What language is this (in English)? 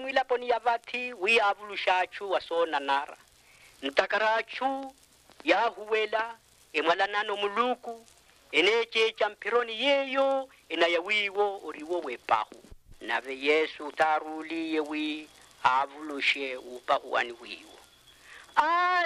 Makhuwa